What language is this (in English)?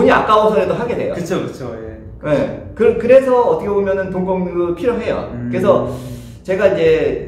Korean